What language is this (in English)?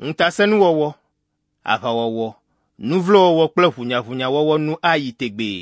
Ewe